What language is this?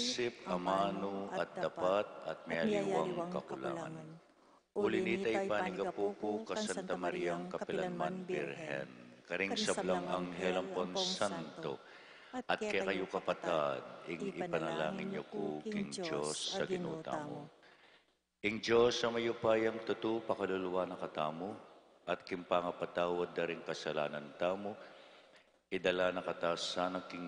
Pampanga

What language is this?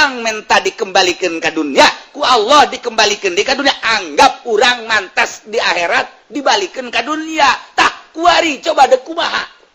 Sundanese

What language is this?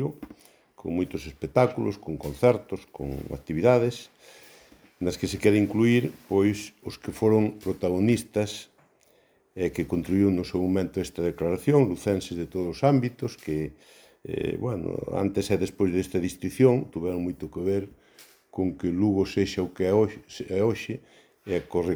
Galician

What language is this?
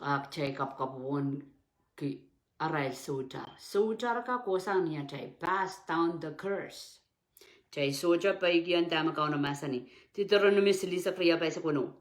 Pohnpeian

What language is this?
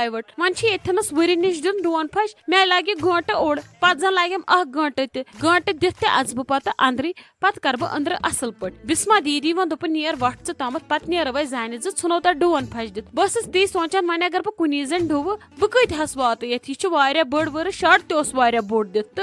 Kashmiri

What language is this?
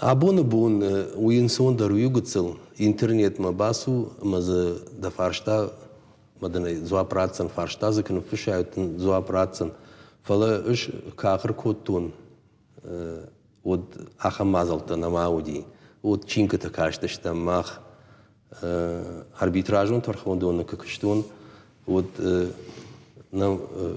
Ossetic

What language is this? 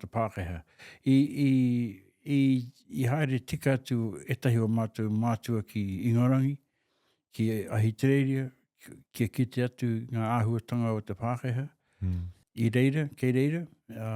Māori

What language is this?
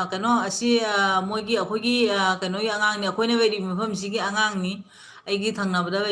Manipuri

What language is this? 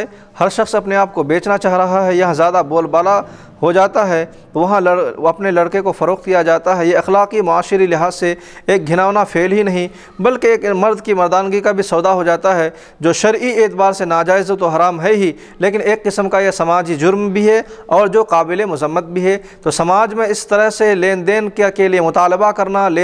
Urdu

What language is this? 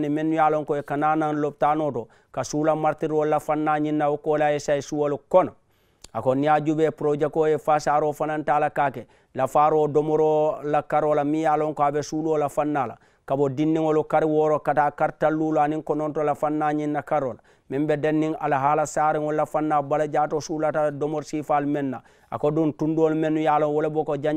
Mandingo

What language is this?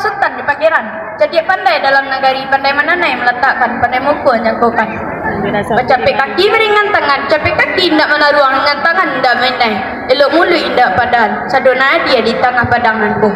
Minangkabau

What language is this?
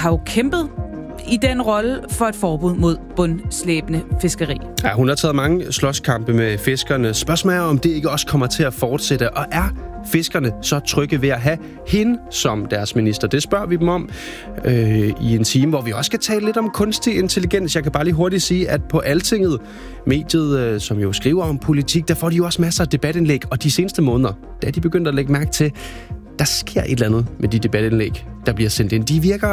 Danish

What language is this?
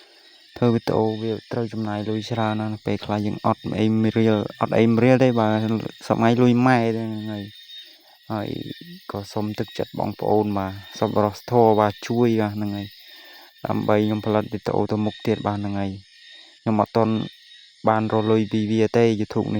Khmer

